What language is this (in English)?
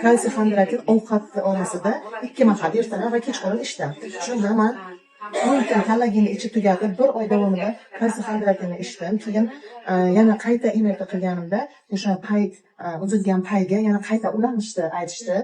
Uzbek